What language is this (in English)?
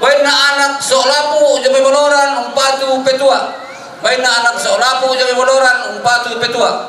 Toraja-Sa'dan